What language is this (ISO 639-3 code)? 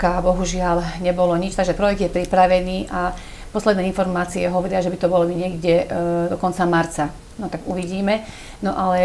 slk